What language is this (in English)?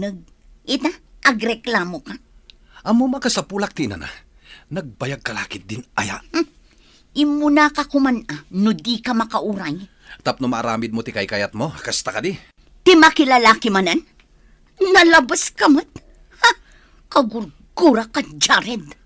Iloko